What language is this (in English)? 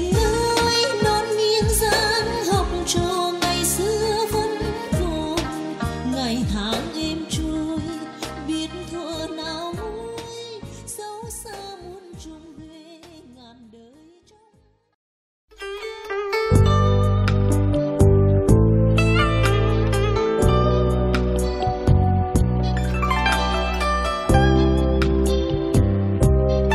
Vietnamese